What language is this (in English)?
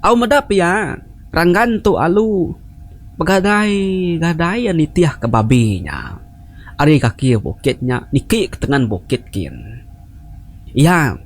Iban